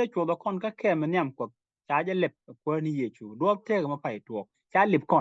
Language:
Nuer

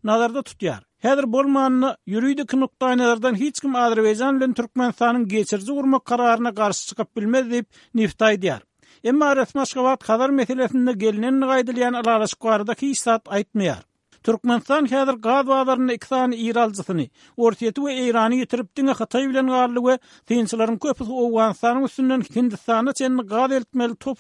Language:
Turkmen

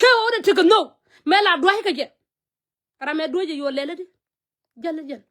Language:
Nuer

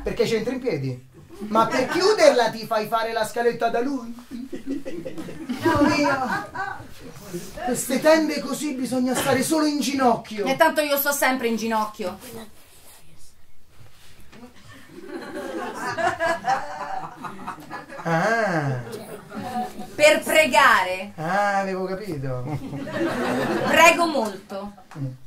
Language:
Italian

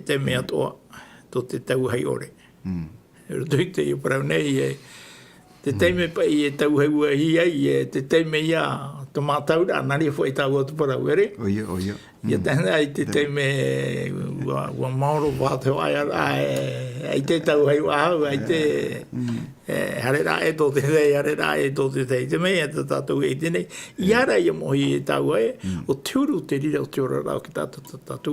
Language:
Tahitian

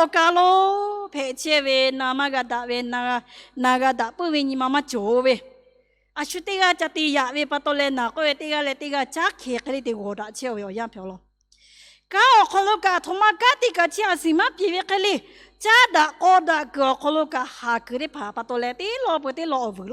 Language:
Lahu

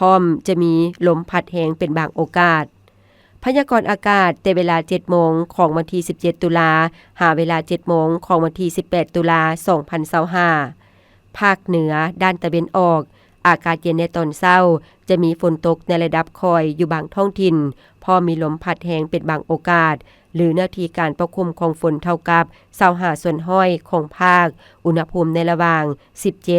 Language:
Lao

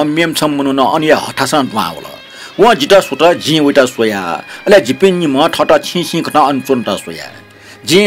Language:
Newari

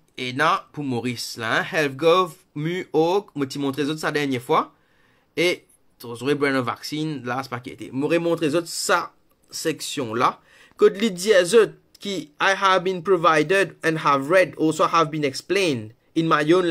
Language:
Morisyen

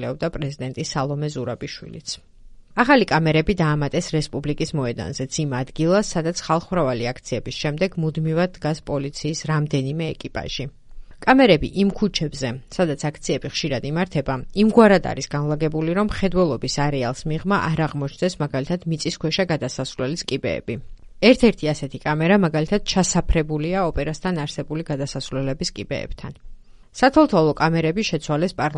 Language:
Georgian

